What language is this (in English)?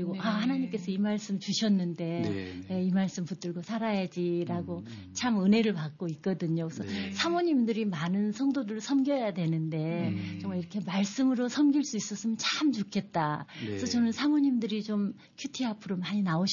Korean